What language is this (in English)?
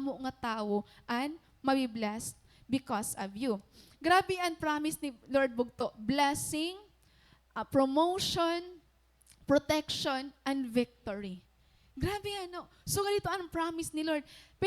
Waray